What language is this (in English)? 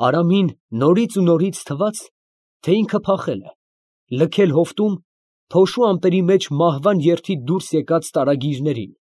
Armenian